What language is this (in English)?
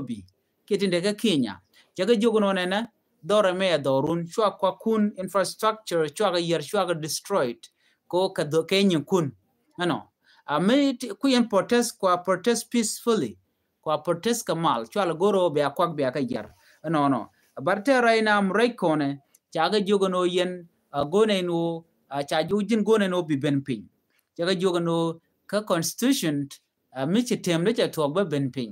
Nuer